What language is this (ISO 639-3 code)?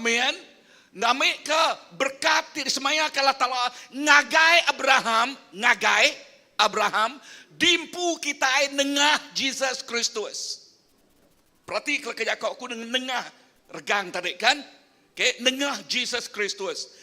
iba